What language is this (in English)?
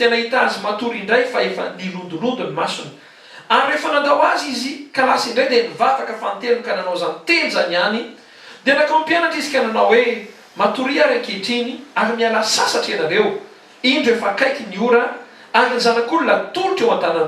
Malagasy